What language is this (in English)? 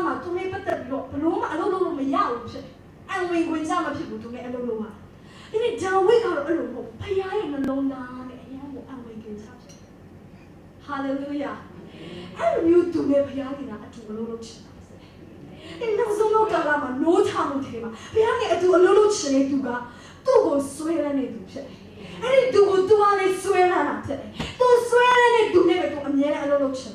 Burmese